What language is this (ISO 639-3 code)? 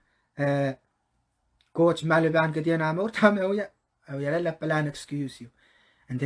pon